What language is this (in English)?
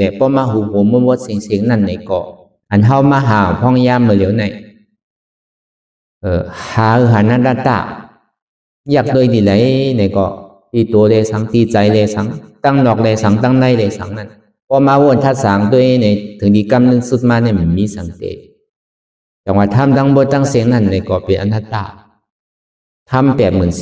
Shan